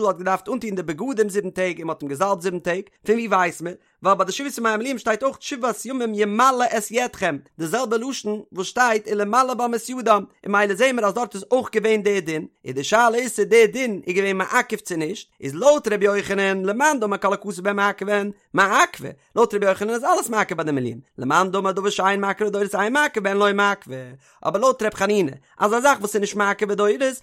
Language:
Yiddish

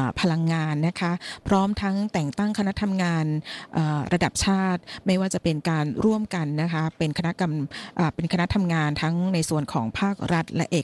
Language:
Thai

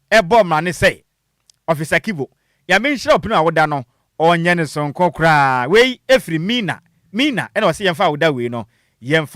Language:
Akan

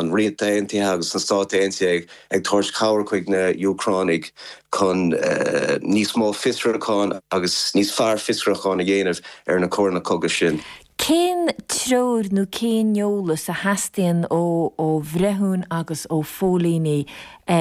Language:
Irish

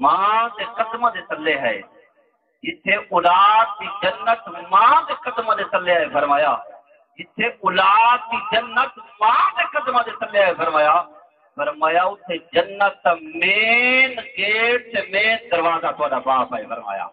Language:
Saraiki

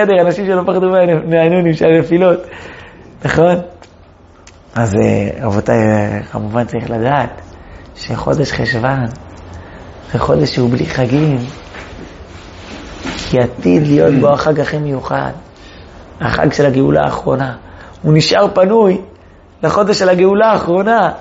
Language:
Hebrew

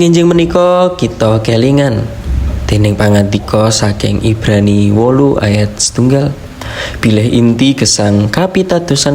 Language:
Javanese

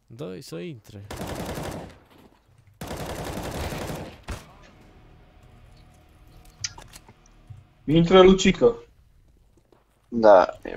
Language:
Romanian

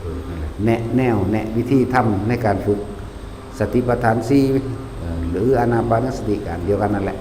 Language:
Lao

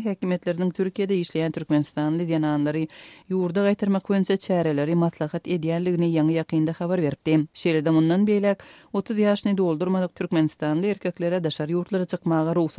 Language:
Turkmen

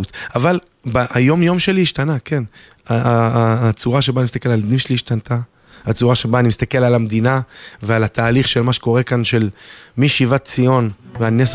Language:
Hebrew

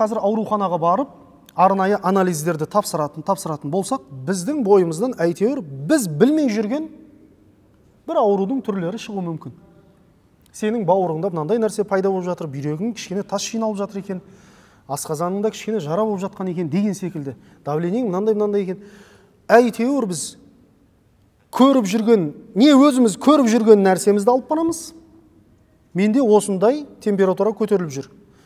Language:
Kazakh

